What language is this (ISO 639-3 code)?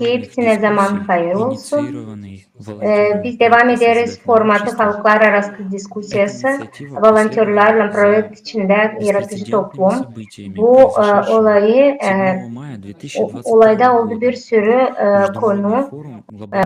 gag